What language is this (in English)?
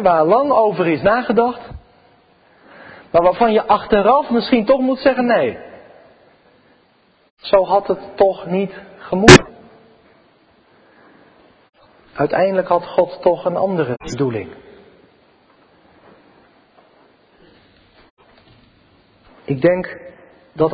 Dutch